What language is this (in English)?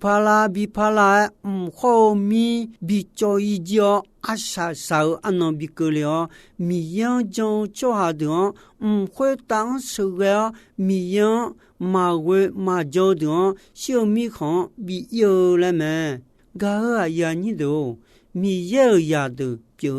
Akha